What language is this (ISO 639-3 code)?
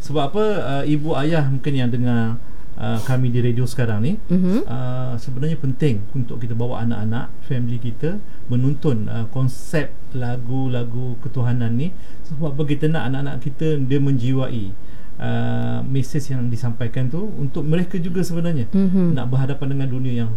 msa